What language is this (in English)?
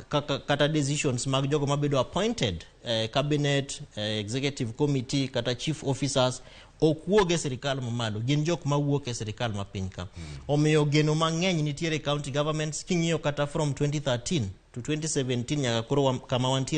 Luo (Kenya and Tanzania)